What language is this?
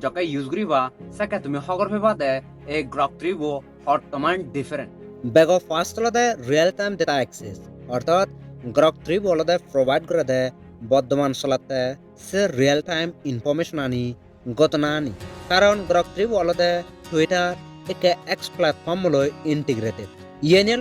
Chakma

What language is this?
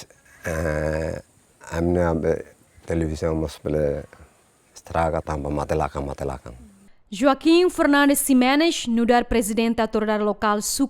Tetum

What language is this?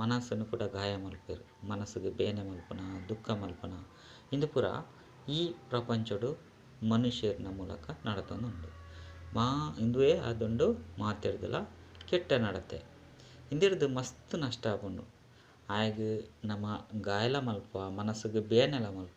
Tulu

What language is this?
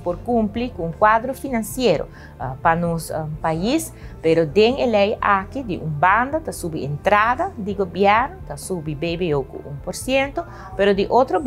Papiamento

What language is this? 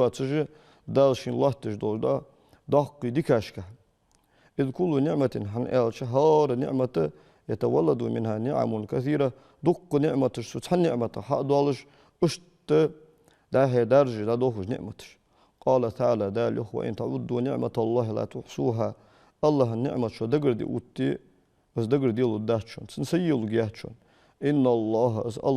Ingush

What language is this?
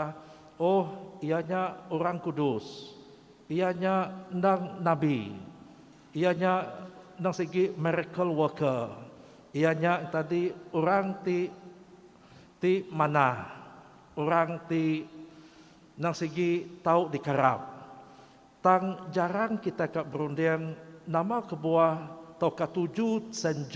Iban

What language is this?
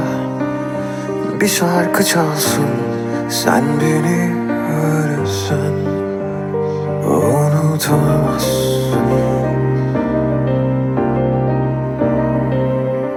Turkish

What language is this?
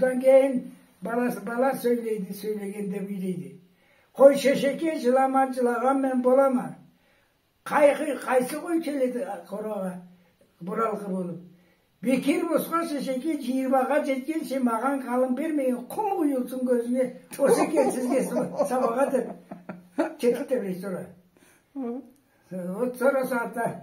Karachay-Balkar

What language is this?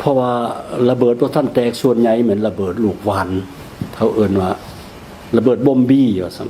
Lao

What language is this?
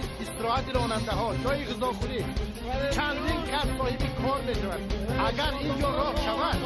Tajik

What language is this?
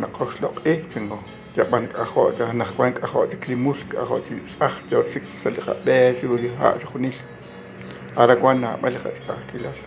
Kekchí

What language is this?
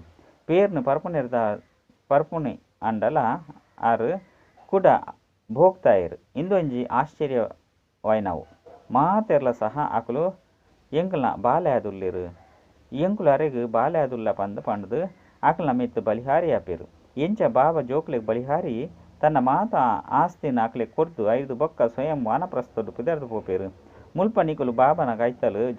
Tulu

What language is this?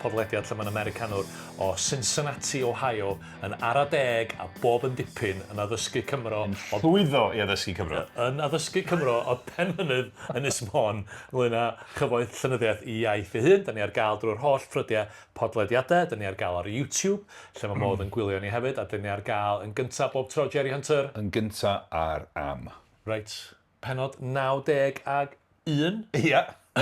Welsh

